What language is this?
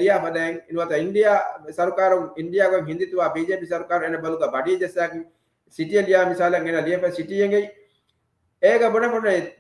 Divehi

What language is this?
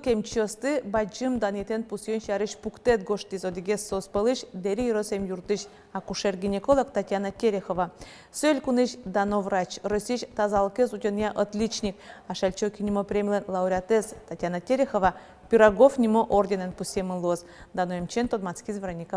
Udmurt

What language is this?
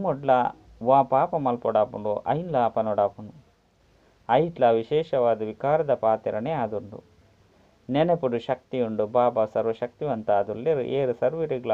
Tulu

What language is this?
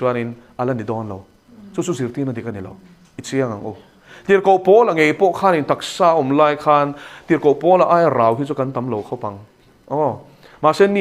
Mizo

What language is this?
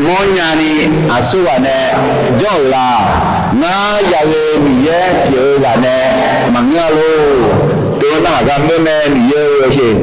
Akha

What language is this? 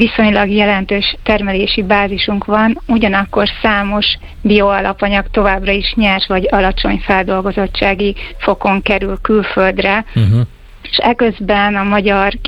Hungarian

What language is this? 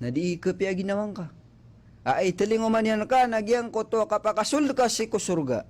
Maranao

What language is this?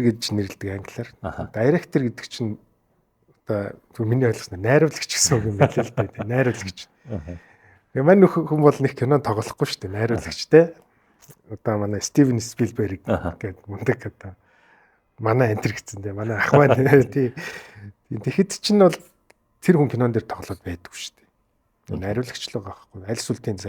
Mongolian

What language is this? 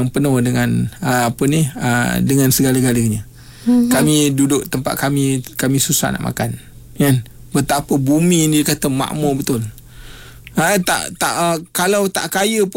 Malay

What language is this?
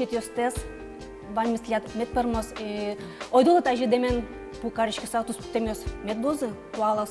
Udmurt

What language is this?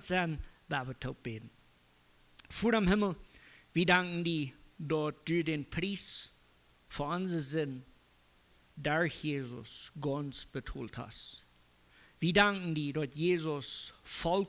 Plautdietsch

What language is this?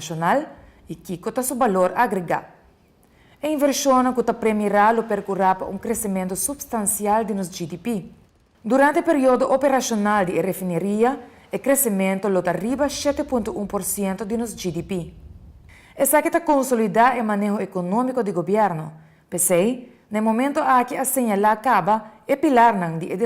Papiamento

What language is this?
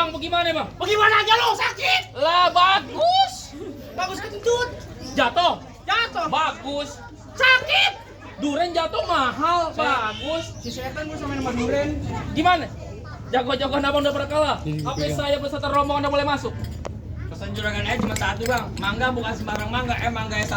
Betawi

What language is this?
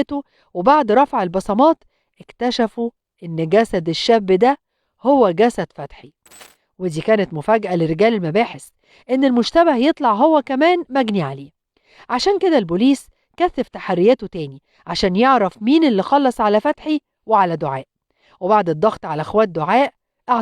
Egyptian Arabic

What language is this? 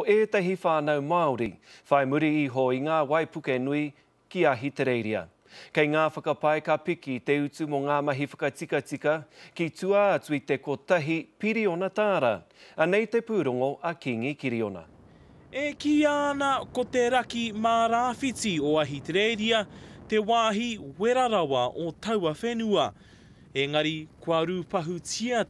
Māori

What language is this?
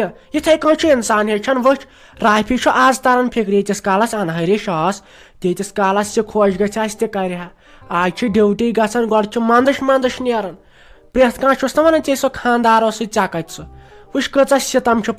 Kashmiri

